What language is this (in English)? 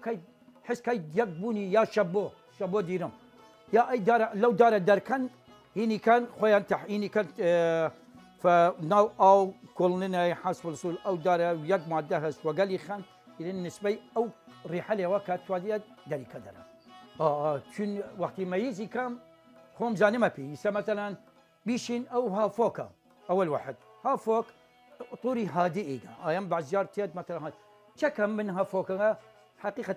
Southern Kurdish